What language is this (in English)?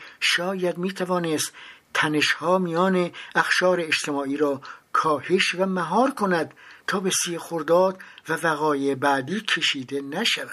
Persian